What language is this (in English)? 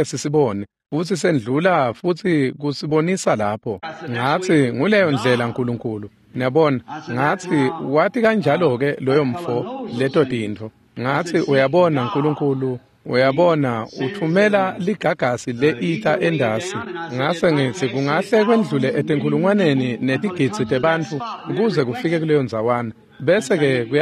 Swati